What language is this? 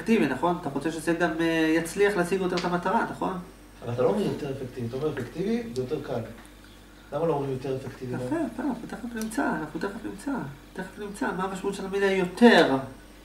Hebrew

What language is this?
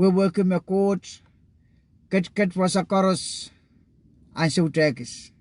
Pohnpeian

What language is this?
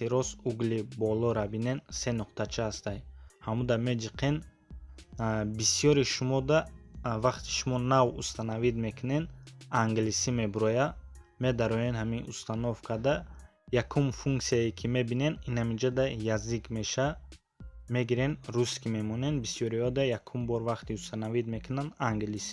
Tajik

